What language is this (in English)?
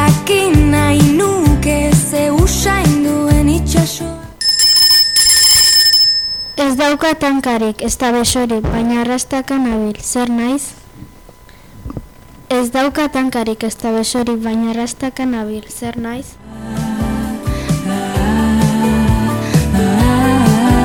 Basque